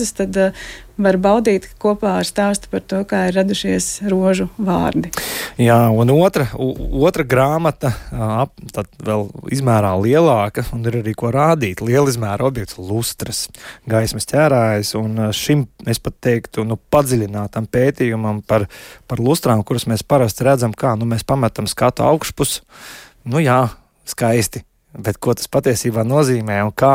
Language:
Latvian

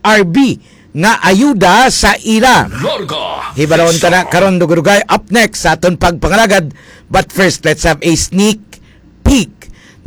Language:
Hiligaynon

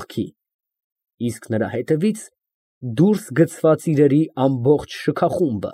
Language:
Armenian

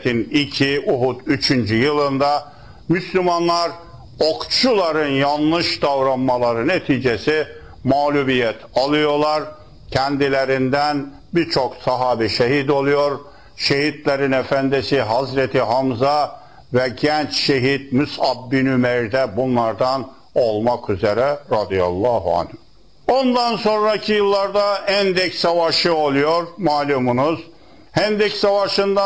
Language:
Turkish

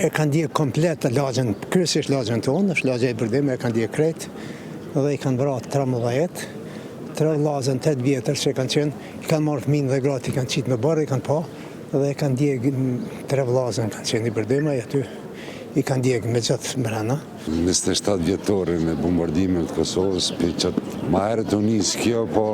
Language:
Albanian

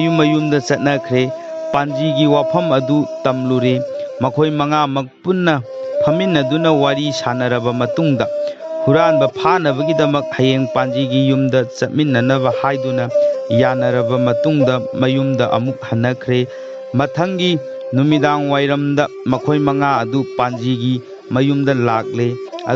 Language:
Manipuri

